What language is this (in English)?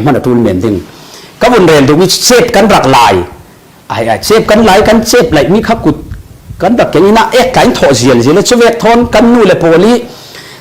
Falam Chin